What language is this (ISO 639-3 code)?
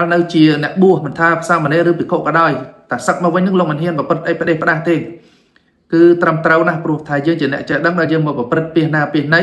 khm